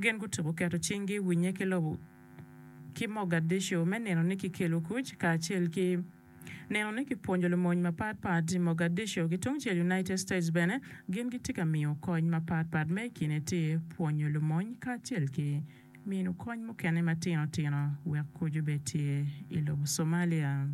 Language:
Acoli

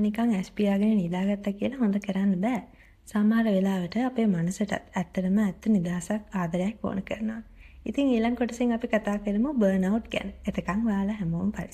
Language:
Sinhala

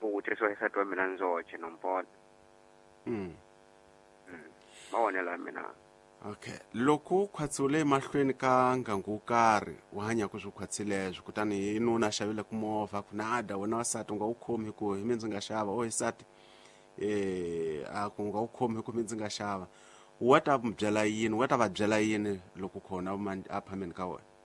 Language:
Tsonga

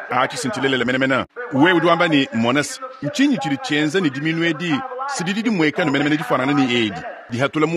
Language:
Luba-Lulua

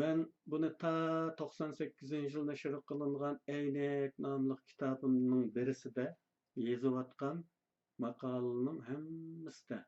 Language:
Uyghur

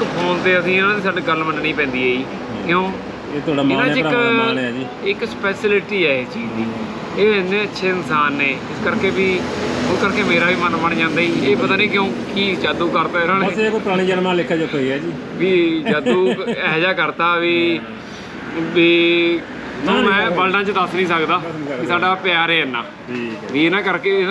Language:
Punjabi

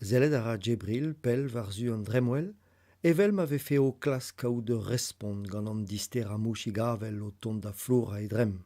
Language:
Breton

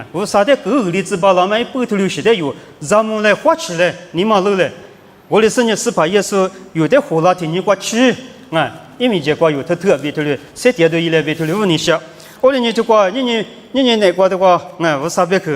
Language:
Lisu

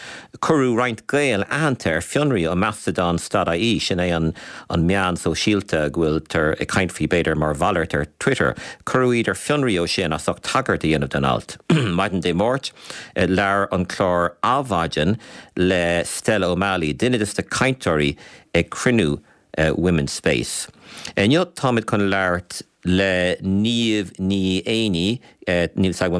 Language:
Irish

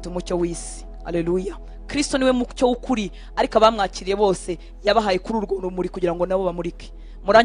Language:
Kinyarwanda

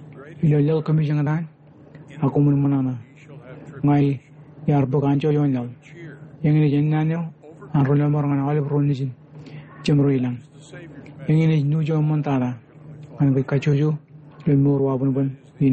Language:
Marshallese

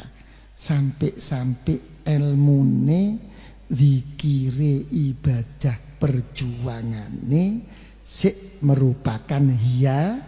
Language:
Javanese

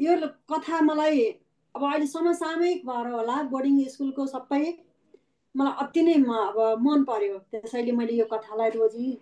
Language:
Nepali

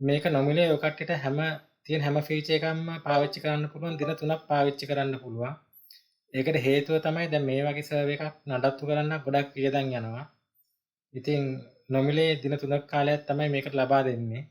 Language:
Sinhala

